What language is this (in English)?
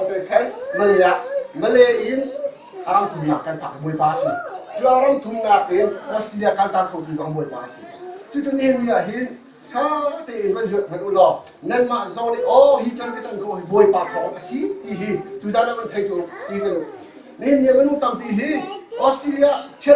Hakha Chin